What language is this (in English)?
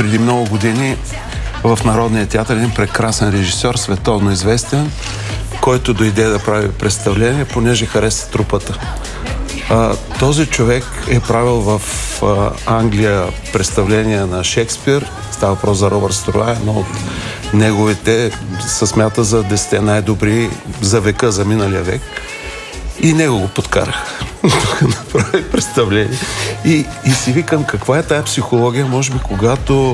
Bulgarian